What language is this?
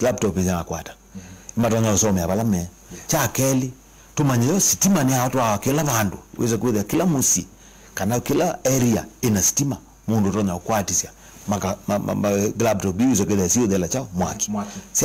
Kamba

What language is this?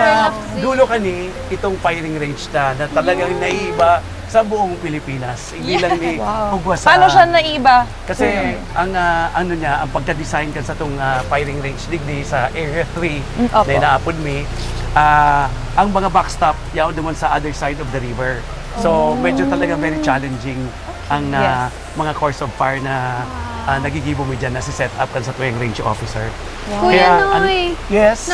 Bikol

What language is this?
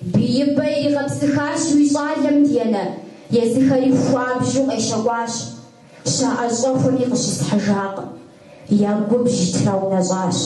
Kabardian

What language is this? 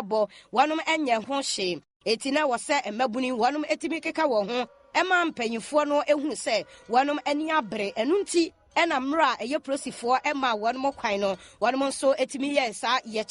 Akan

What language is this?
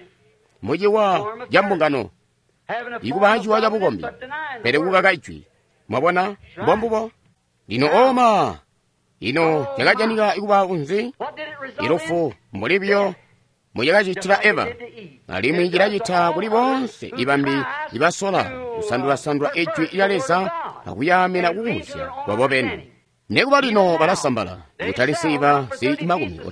Tonga (Zambia)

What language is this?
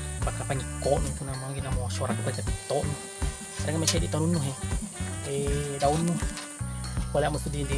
Buginese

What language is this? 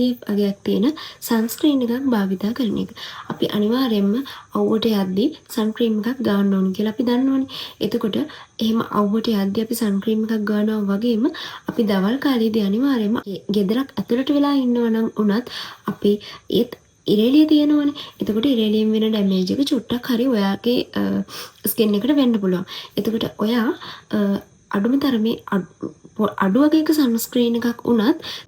Sinhala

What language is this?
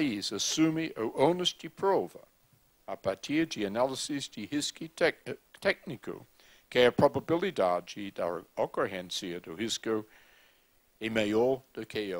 Portuguese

